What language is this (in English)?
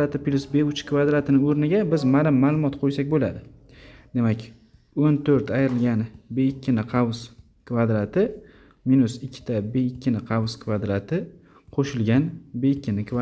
Uzbek